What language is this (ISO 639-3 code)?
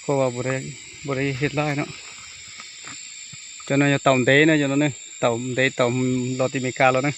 lao